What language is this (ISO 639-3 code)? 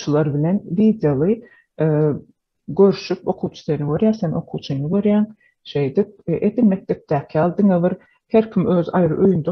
tuk